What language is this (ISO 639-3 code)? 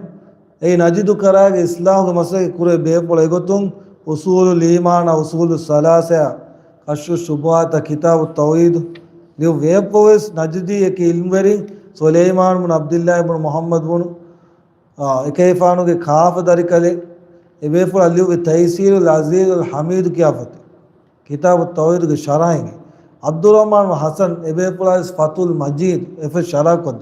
div